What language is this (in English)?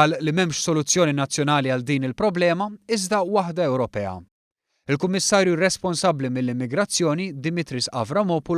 Maltese